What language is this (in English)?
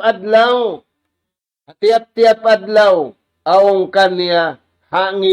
Tausug